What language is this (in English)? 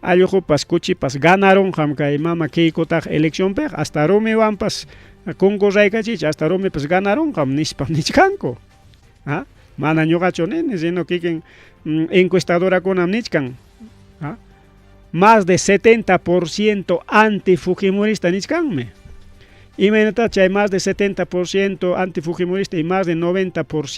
Ayacucho Quechua